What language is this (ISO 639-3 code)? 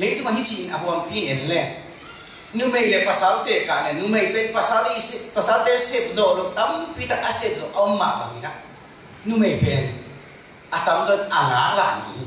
ctd